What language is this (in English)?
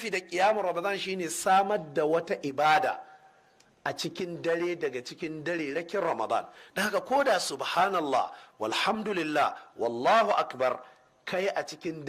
Hausa